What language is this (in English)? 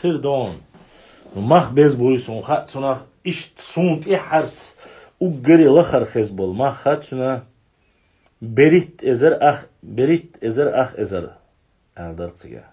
Chechen